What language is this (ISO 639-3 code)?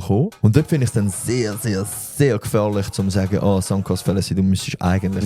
gsw